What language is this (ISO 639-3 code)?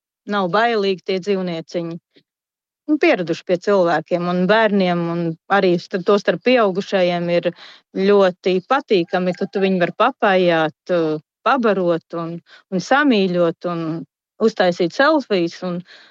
lav